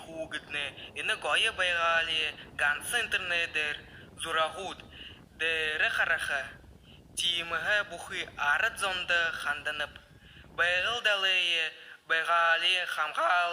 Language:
Buriat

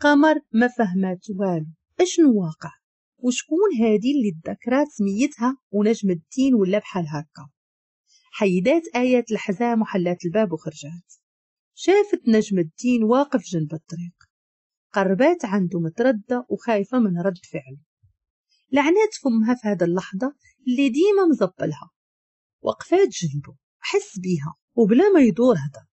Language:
Moroccan Arabic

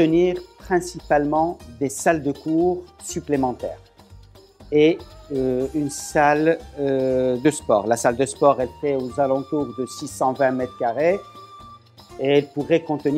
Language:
French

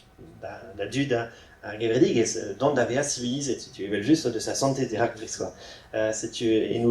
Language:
Breton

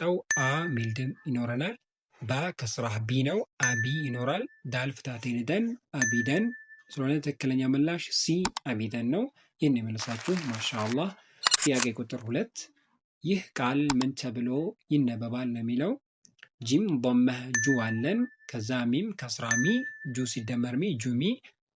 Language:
Amharic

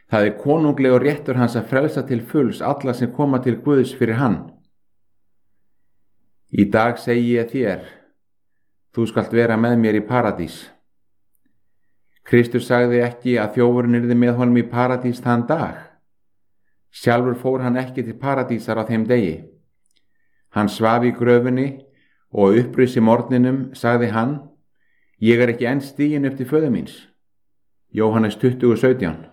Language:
Icelandic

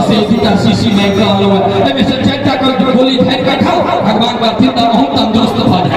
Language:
Maithili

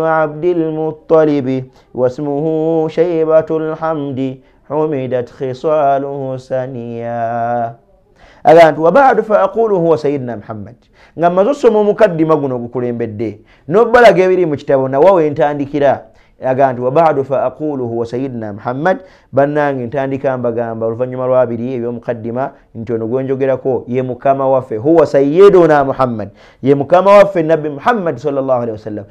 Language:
Ganda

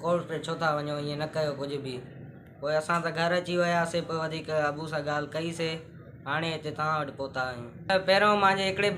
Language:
Sindhi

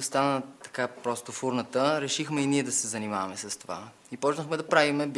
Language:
Bulgarian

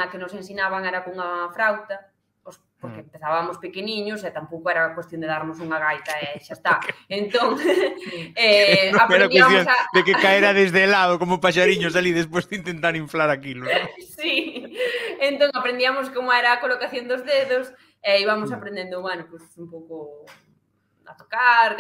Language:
Galician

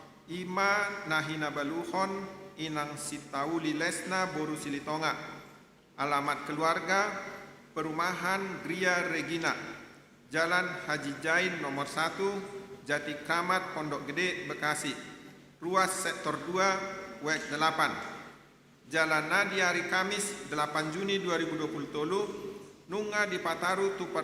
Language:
Batak Toba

